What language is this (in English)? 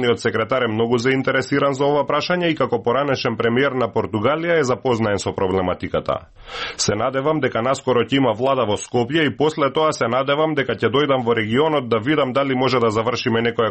Macedonian